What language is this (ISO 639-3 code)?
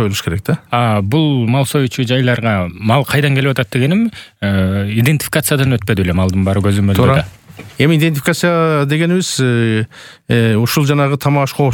kir